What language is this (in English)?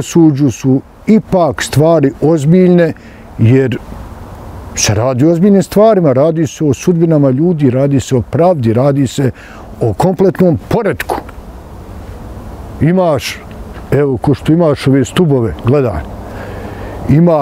Bosnian